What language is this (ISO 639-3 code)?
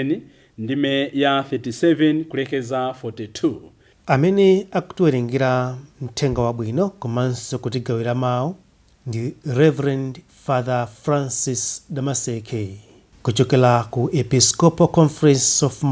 nya